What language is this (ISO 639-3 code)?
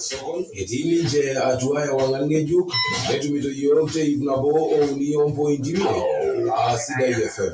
mas